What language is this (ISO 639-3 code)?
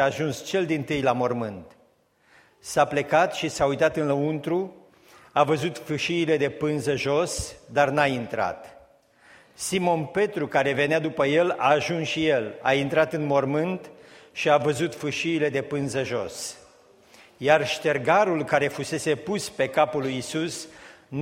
ron